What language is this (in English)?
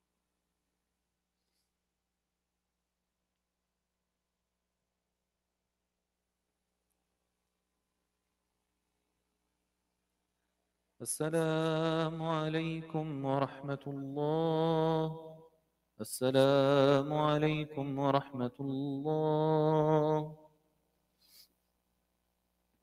Arabic